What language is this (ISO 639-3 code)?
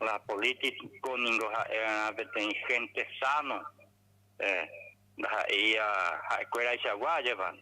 grn